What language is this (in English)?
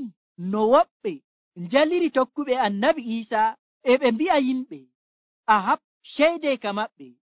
Nigerian Fulfulde